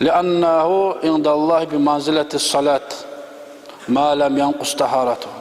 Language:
Kumyk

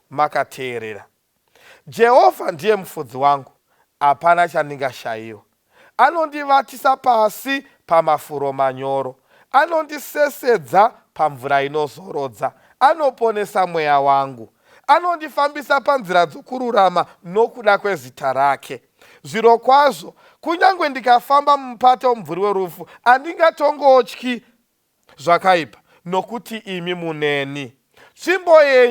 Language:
Shona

